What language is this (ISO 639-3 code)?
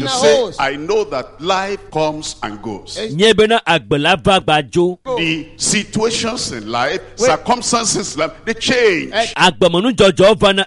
ewe